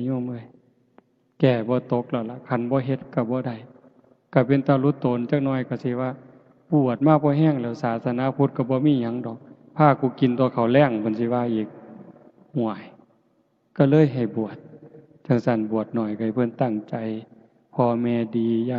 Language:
Northeastern Thai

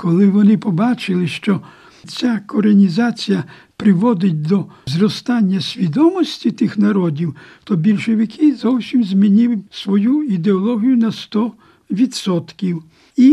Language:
Ukrainian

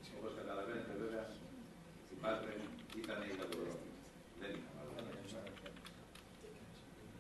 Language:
Greek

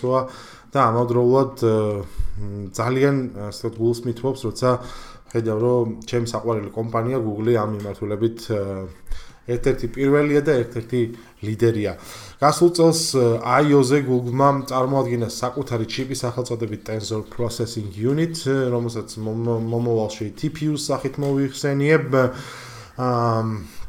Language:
Georgian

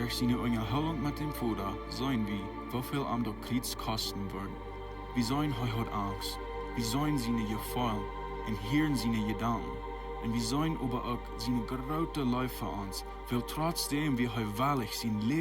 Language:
Plautdietsch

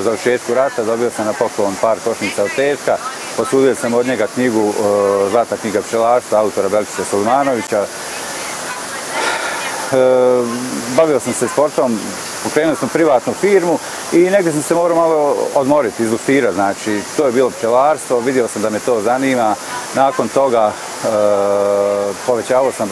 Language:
Bosnian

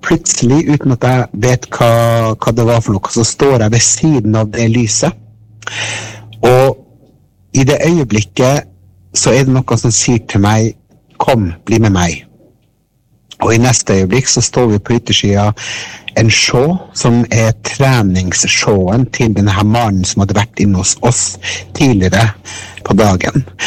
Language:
Norwegian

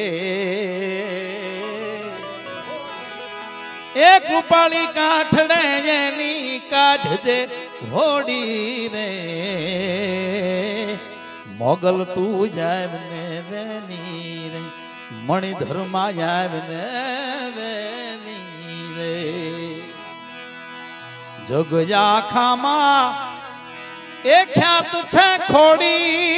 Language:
Gujarati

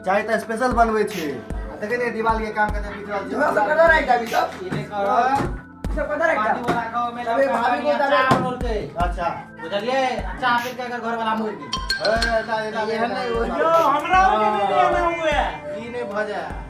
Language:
Maithili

